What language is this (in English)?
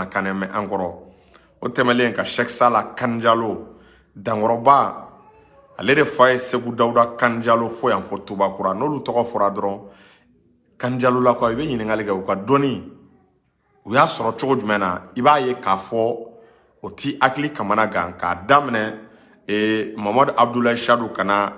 Bambara